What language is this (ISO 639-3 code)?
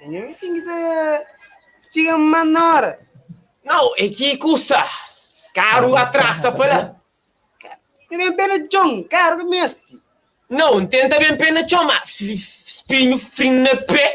kea